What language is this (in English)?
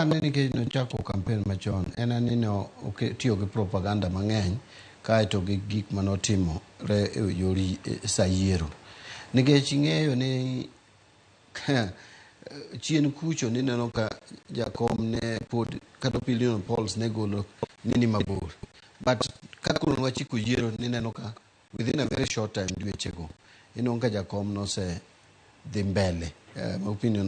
Luo (Kenya and Tanzania)